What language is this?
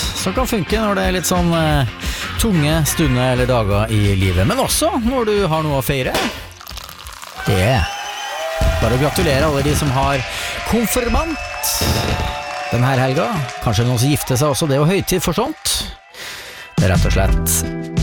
Norwegian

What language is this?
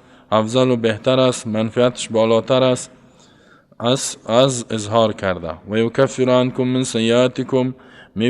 Persian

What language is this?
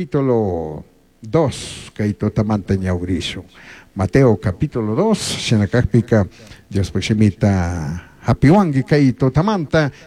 Chimborazo Highland Quichua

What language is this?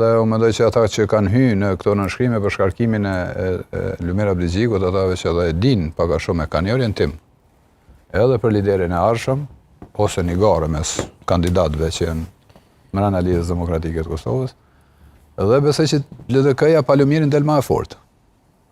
Albanian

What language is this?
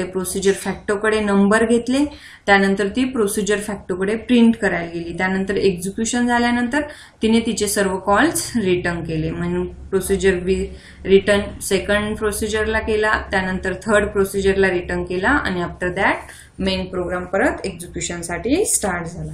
Marathi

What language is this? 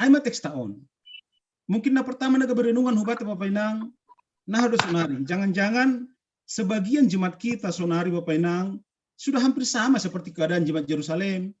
Batak Simalungun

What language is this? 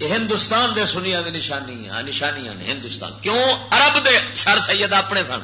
Western Panjabi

